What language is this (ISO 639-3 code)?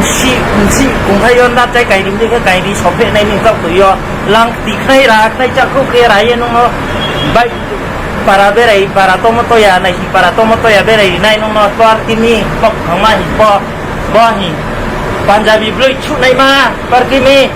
ria